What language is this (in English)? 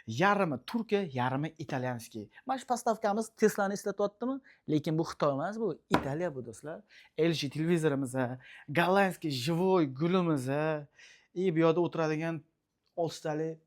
Uzbek